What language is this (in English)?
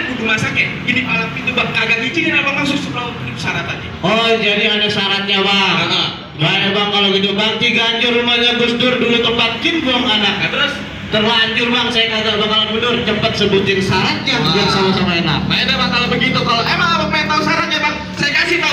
Betawi